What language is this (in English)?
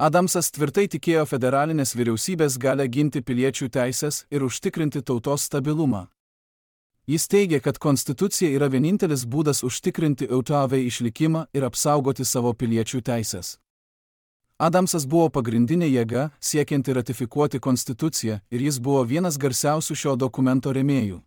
Lithuanian